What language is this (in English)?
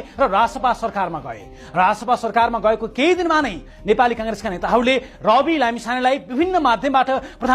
Nepali